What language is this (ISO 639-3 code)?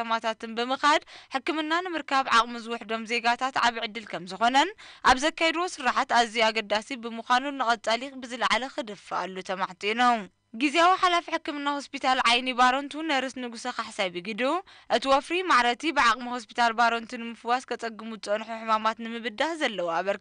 tir